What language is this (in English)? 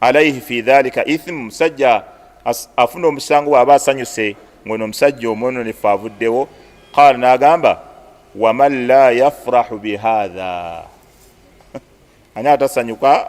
Ganda